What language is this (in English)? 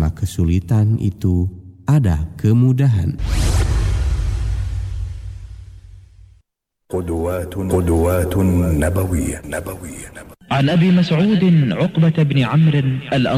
Indonesian